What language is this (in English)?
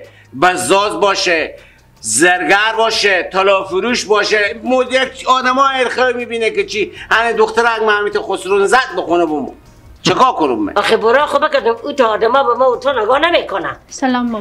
Persian